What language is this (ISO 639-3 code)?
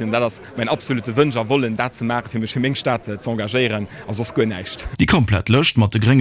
ltz